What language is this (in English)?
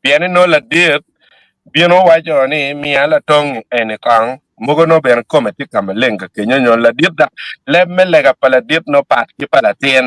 Acoli